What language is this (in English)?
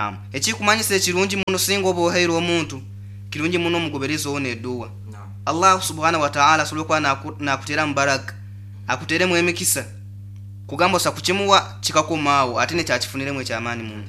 Nyoro